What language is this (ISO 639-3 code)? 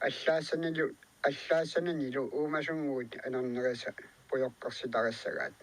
kal